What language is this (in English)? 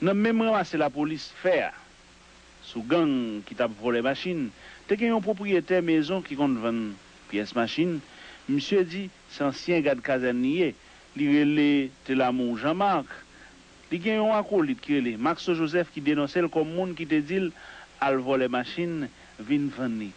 Haitian Creole